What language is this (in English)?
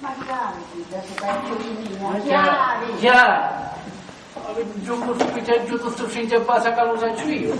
Sicilian